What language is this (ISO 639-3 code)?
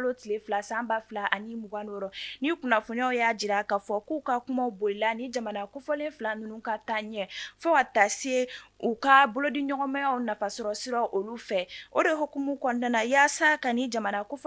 bam